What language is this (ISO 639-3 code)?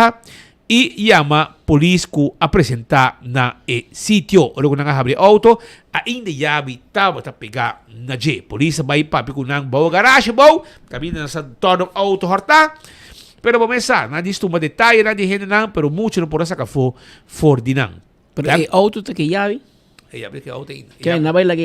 pap